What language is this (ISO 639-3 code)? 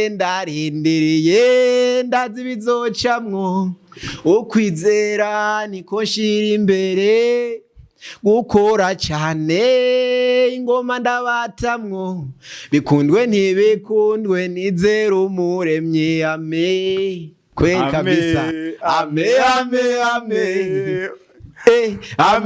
run